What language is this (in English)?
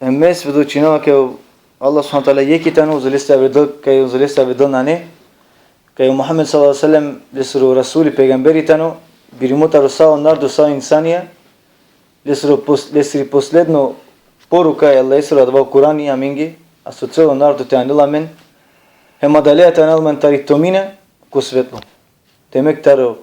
Balkan Romani